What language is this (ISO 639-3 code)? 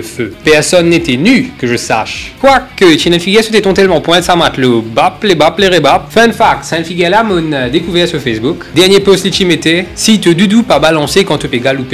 mfe